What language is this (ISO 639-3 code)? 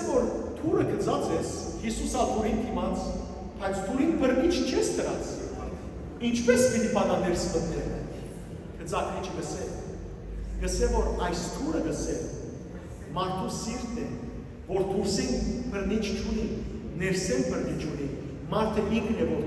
hyw